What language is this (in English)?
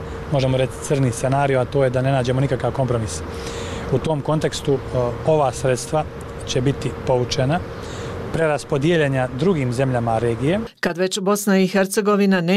Bosnian